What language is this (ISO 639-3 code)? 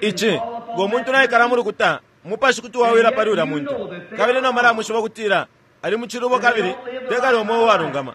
bem